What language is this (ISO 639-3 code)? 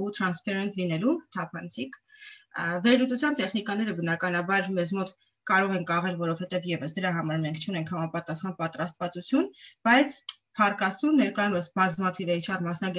hye